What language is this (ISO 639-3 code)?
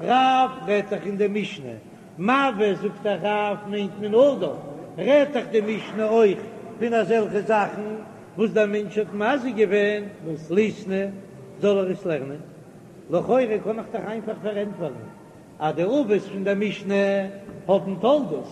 yid